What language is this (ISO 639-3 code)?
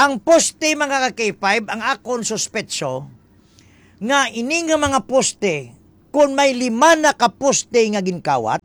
hil